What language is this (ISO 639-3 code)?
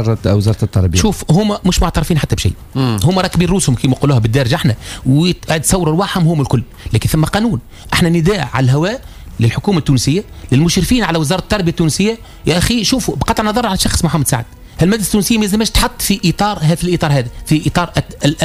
aeb